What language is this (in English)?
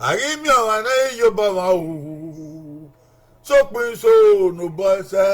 Bini